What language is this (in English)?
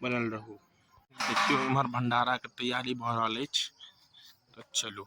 Maithili